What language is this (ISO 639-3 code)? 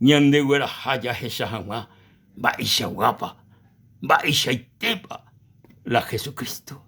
grn